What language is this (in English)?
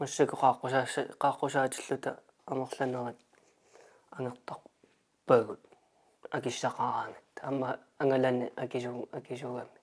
Kalaallisut